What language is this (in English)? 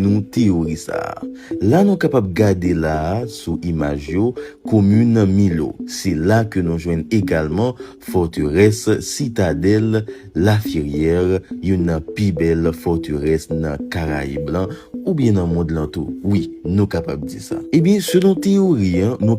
Haitian Creole